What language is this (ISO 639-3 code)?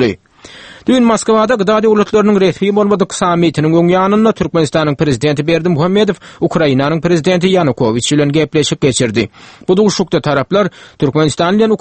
tuk